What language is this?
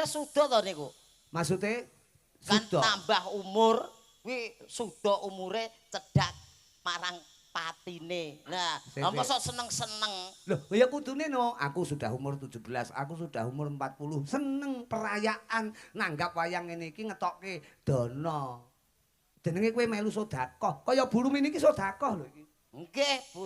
Javanese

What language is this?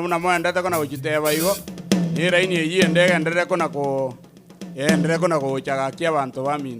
Gusii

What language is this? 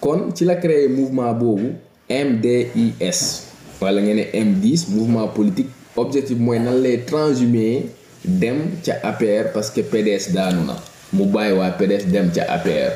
Wolof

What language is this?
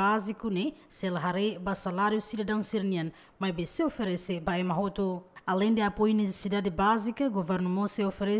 Tetum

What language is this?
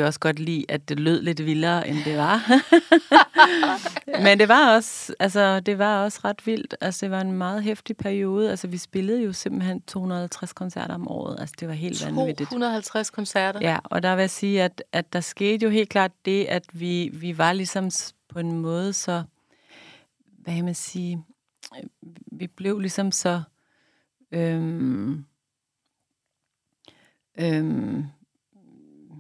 Danish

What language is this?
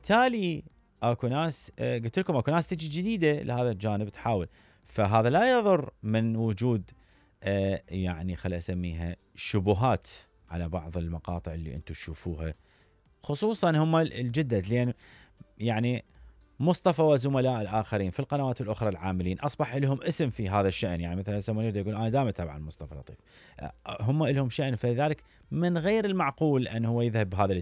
Mesopotamian Arabic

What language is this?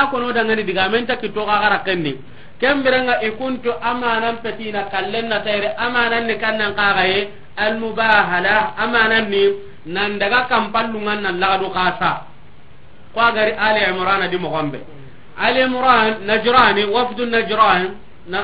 Soninke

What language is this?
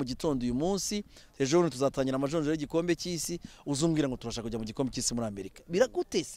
Kinyarwanda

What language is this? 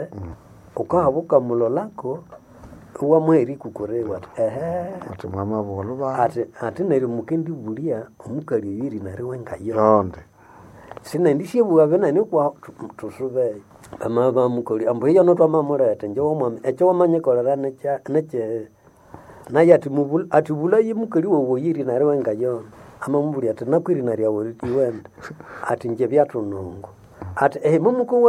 Nande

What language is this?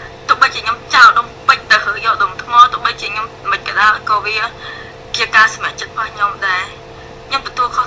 Khmer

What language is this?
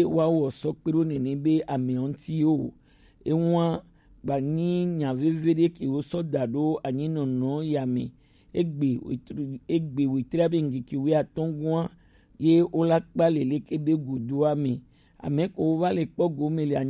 Gen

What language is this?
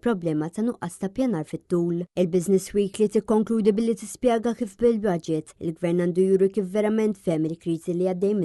Maltese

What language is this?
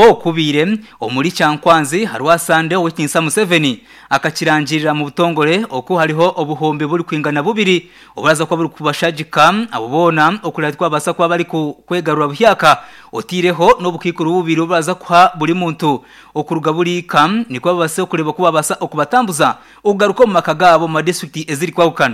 Nyankole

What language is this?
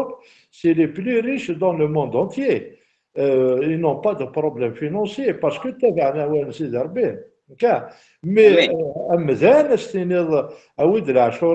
Kabyle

